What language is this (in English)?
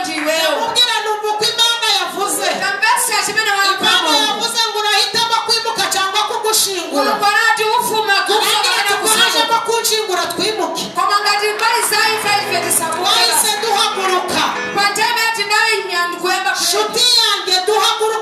Kinyarwanda